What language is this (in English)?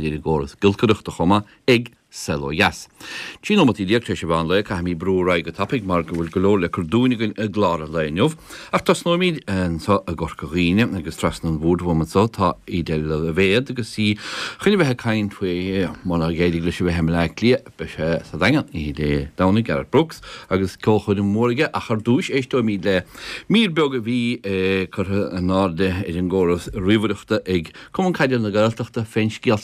Irish